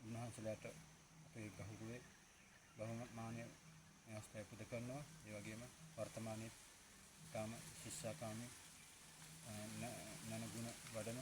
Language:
Sinhala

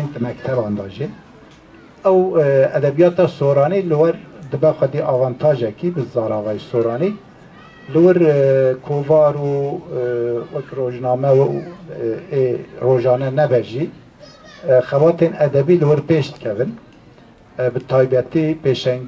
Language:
Kurdish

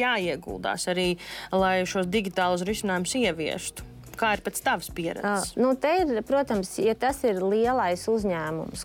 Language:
Latvian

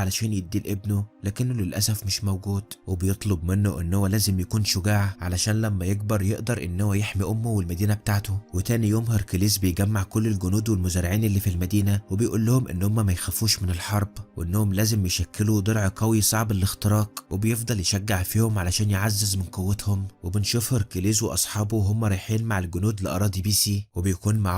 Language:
Egyptian Arabic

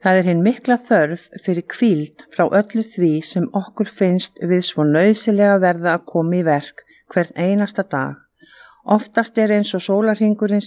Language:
Icelandic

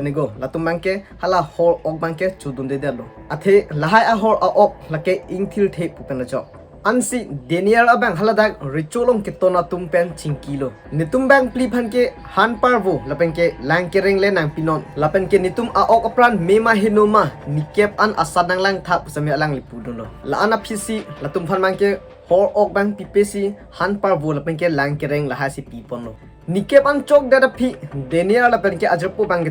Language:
Karbi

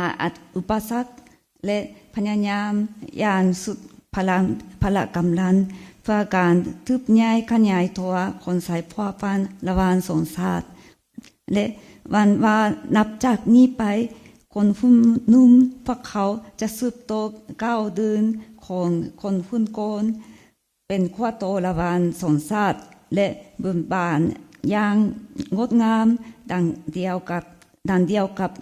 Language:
Lao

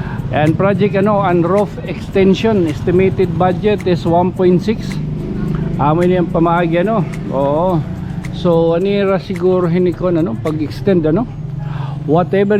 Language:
Waray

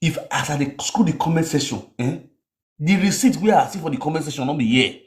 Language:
Nigerian Pidgin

